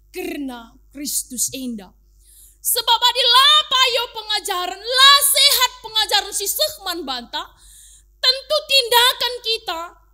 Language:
Batak Karo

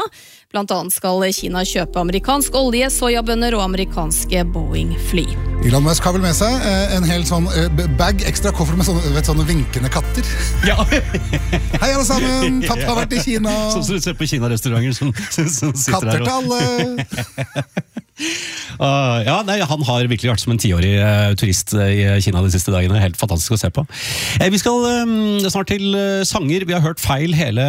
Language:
Norwegian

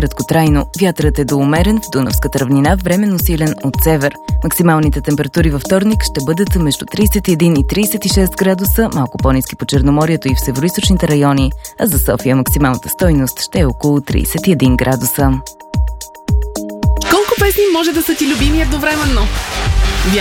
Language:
Bulgarian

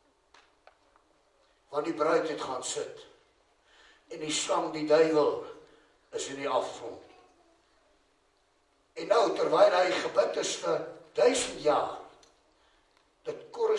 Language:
Afrikaans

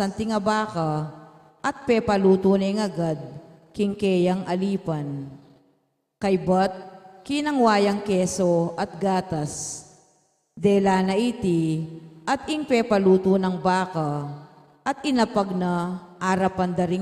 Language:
Pampanga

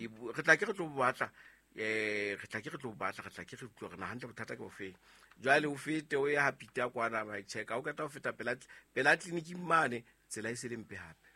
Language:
Southern Sotho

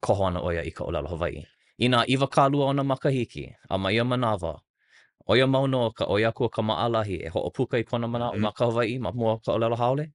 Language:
Hawaiian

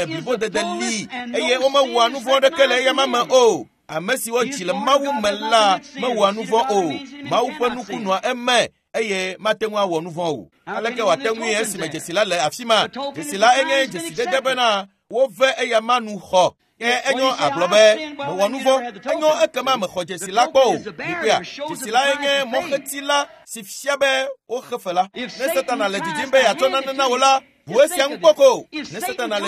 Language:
Ewe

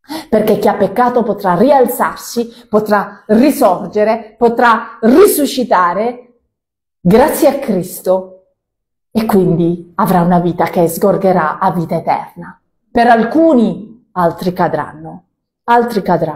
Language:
Italian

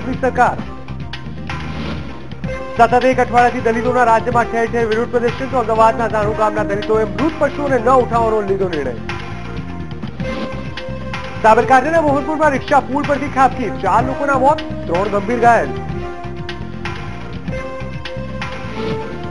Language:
Gujarati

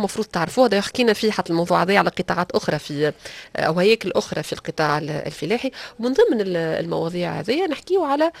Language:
Tunisian Arabic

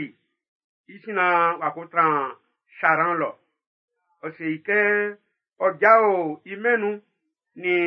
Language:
Baoulé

